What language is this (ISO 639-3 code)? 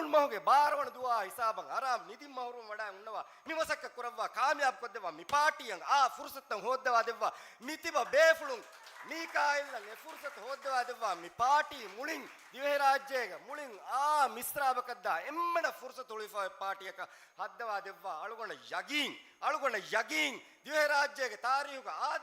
div